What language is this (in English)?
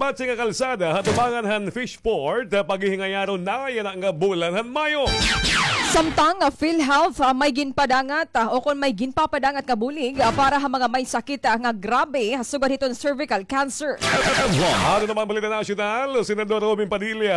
Waray